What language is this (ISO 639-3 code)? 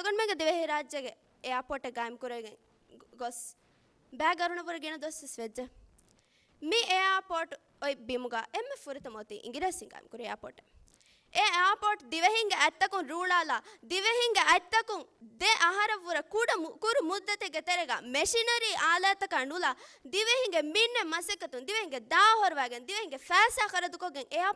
div